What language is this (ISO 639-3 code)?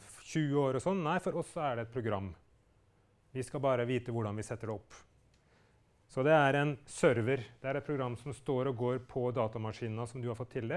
nor